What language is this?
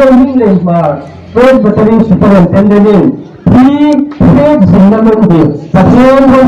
Hmar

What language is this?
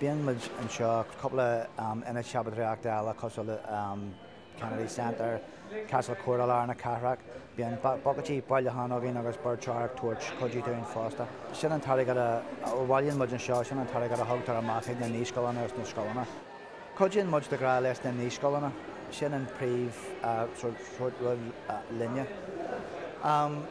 Irish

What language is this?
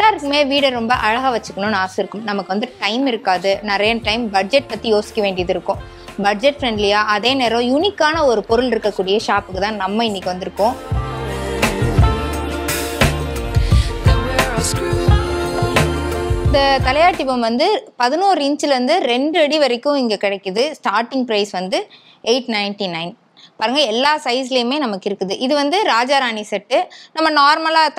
Tamil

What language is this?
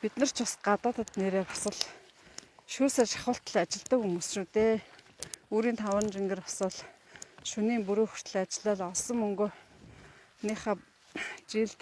Mongolian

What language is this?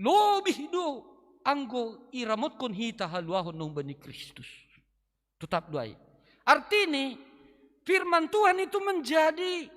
Batak Simalungun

